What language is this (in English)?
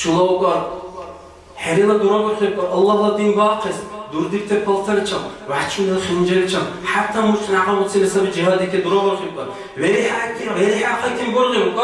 Dargwa